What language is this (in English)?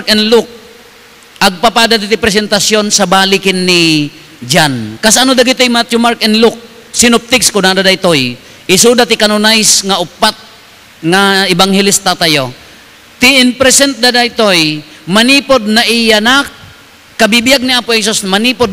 Iloko